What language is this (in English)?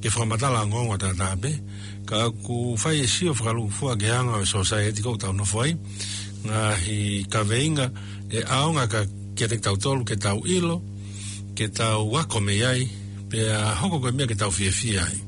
Tongan